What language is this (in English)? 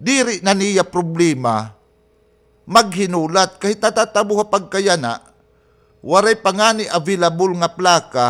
Waray